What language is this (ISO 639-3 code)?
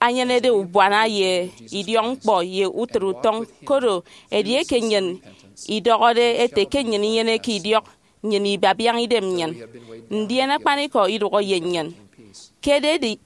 efi